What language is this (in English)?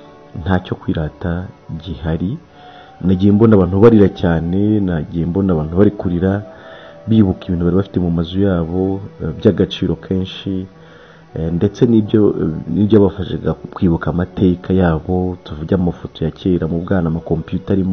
Kinyarwanda